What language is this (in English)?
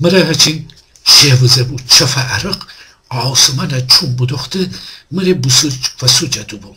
Gilaki